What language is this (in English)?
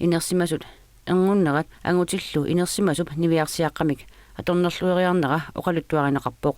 Kalaallisut